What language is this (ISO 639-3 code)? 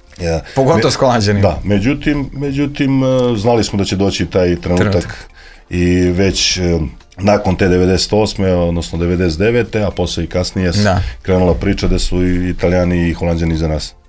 srp